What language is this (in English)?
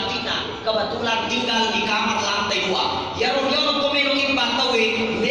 Buginese